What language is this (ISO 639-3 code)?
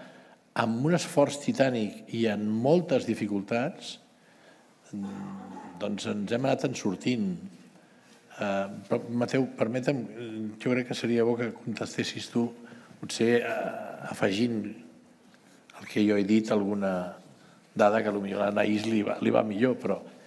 cat